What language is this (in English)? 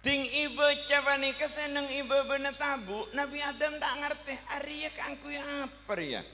Madurese